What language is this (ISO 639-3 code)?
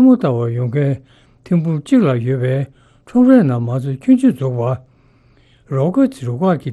bod